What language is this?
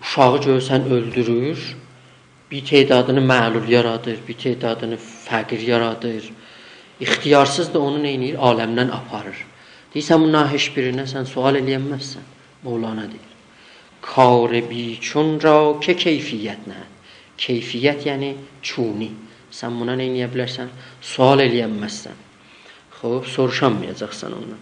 South Azerbaijani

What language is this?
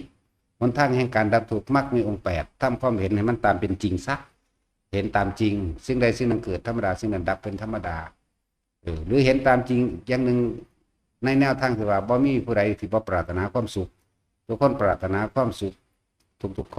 Northeastern Thai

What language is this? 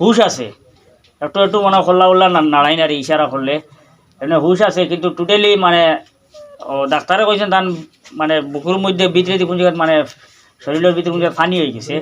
Sylheti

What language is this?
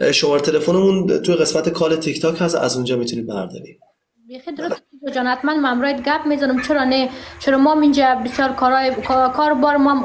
Persian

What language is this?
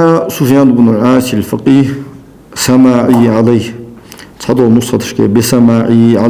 Ingush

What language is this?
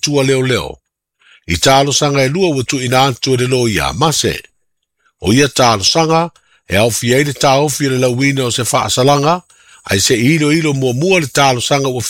Samoan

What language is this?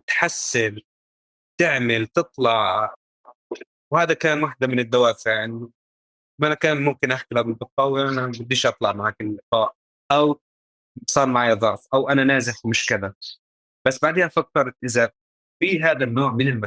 North Levantine Arabic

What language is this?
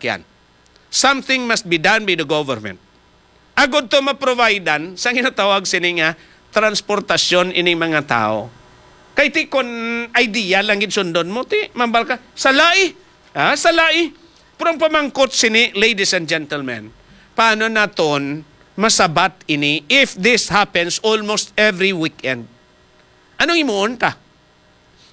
Hiligaynon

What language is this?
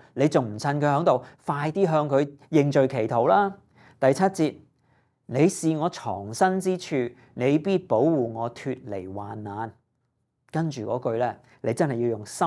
Cantonese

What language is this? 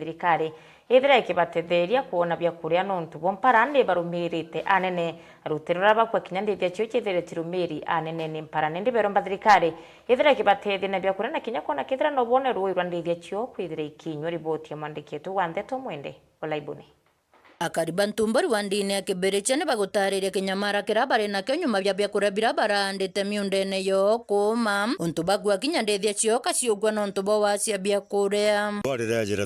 Meru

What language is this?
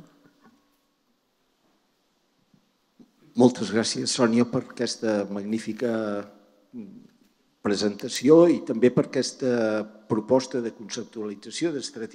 Catalan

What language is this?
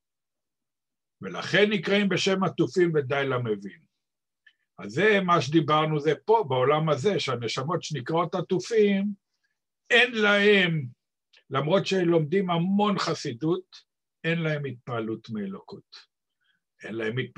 Hebrew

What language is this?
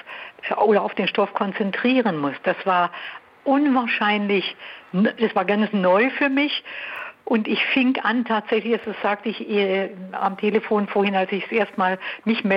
German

